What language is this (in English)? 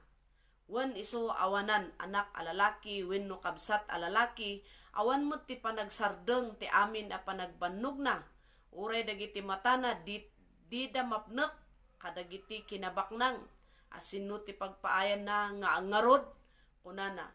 Iloko